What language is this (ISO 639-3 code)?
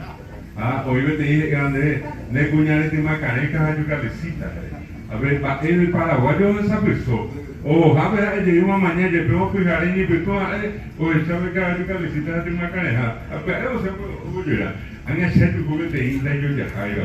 grn